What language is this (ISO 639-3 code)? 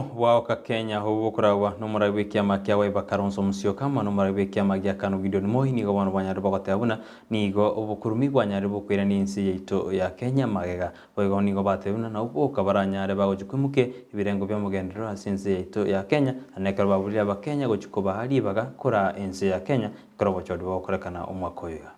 guz